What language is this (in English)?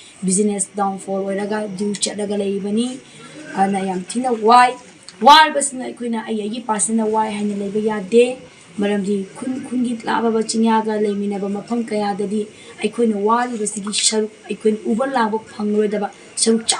Manipuri